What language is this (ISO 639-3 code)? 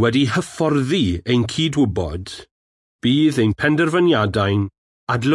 cym